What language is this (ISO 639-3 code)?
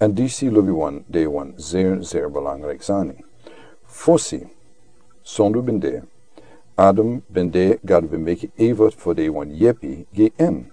srn